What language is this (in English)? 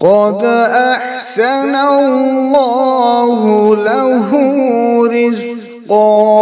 Kashmiri